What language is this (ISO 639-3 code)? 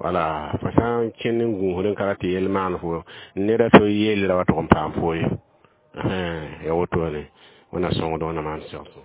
mos